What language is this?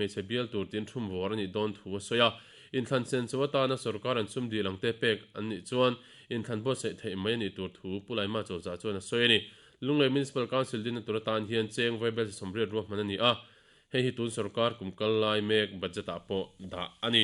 Mizo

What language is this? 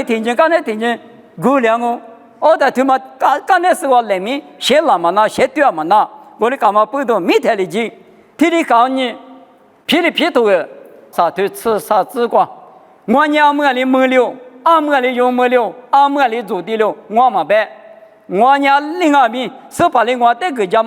Lisu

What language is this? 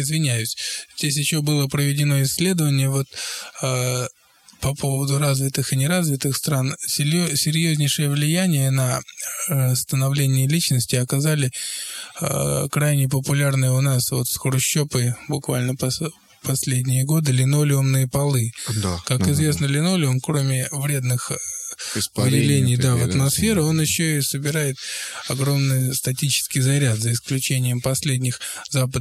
Russian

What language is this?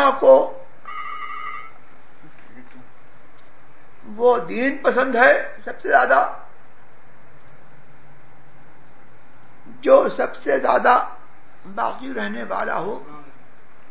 Urdu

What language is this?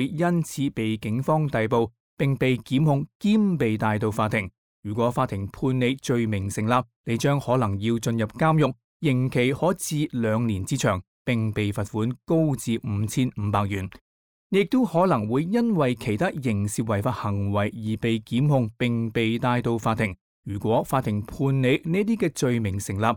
Cantonese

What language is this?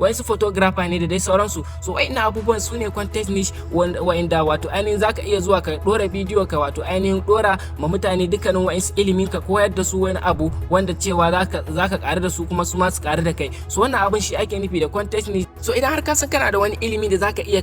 Hausa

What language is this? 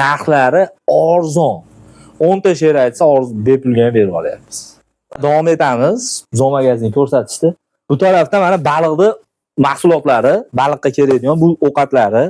Uzbek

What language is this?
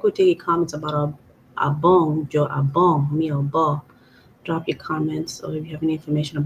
Acoli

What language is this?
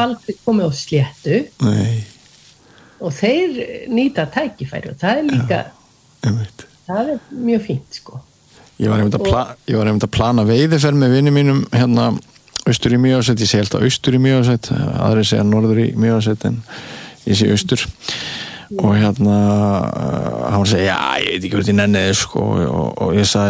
Icelandic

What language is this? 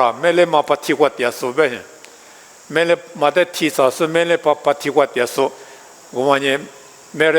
Lisu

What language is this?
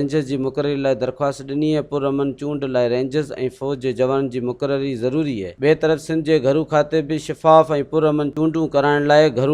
Sindhi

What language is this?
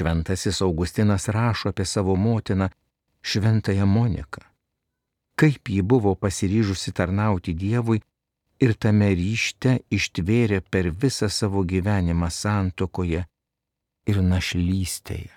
Lithuanian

